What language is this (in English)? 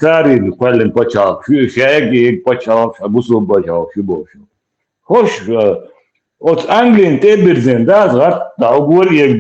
Chechen